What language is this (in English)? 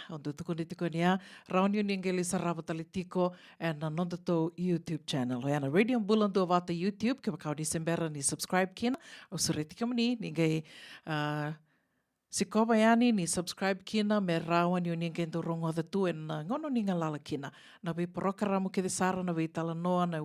Fijian